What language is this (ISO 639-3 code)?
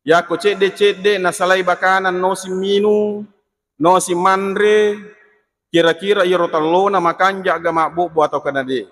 bug